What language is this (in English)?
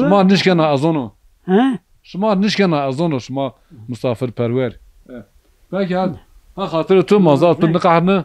Zaza